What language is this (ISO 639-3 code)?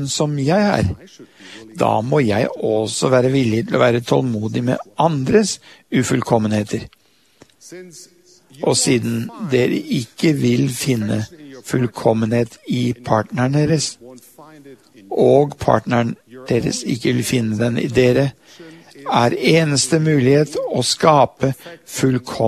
nor